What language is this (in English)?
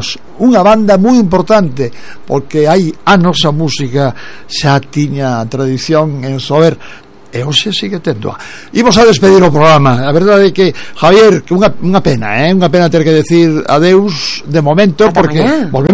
Galician